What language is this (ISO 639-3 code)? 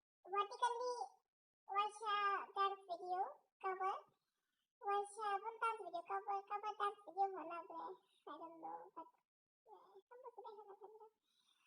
trp